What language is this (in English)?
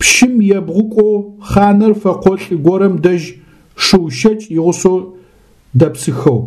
Adyghe